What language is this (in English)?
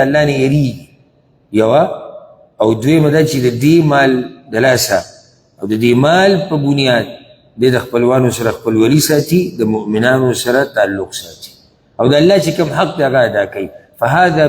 Pashto